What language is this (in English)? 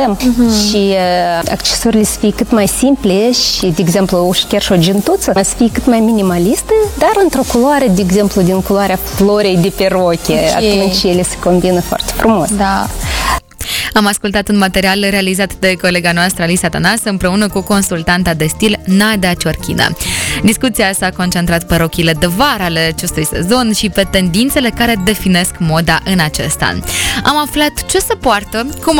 Romanian